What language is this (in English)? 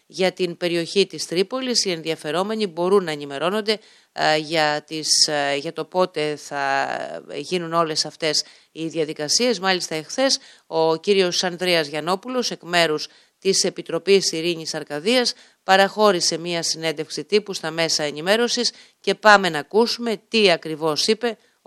Greek